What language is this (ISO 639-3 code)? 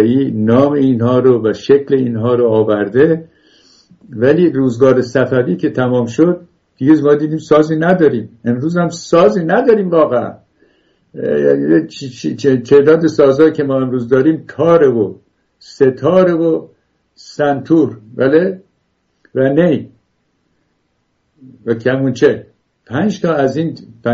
fas